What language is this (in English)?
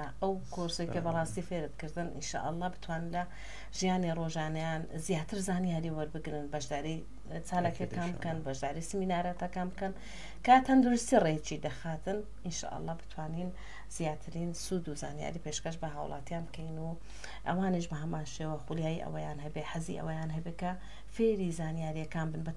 Central Kurdish